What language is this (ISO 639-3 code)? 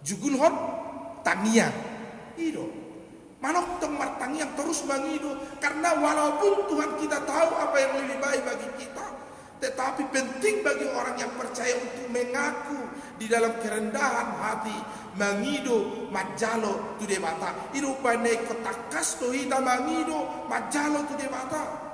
bbc